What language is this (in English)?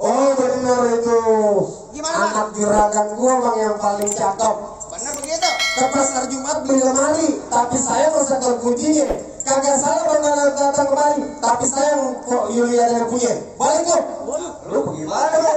Betawi